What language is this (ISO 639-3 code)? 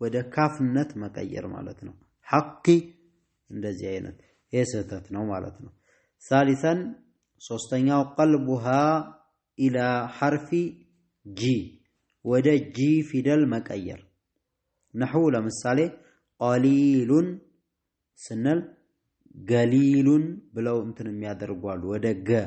amh